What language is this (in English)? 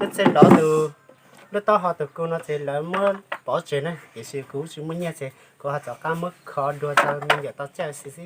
Hmong